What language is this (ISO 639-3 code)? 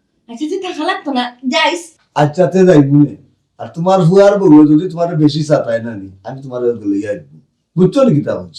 syl